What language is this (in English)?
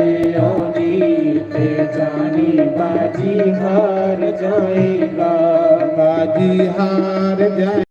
Dogri